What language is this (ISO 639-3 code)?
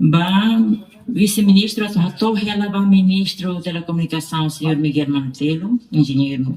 tet